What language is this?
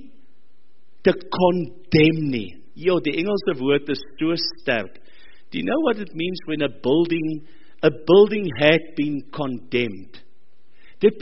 Afrikaans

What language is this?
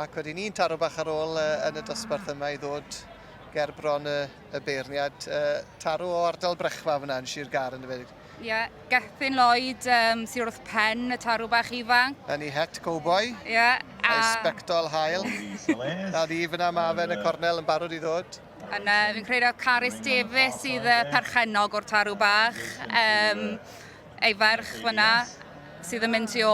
Welsh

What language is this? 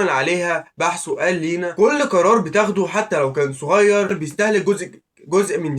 Egyptian Arabic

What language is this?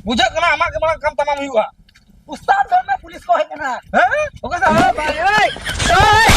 Santali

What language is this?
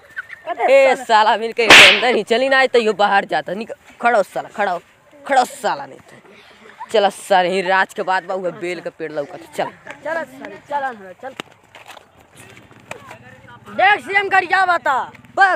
Bhojpuri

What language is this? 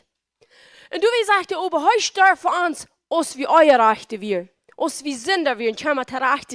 Plautdietsch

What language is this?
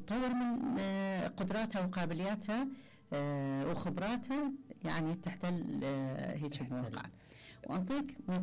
Mesopotamian Arabic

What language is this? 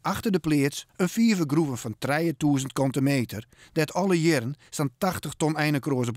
Western Frisian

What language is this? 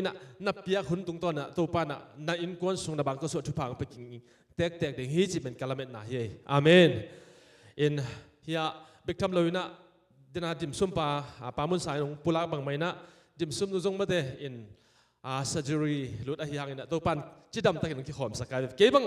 Tedim Chin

